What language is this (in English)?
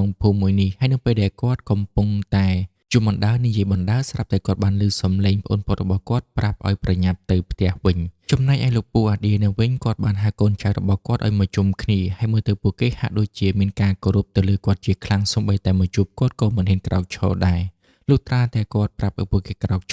Khmer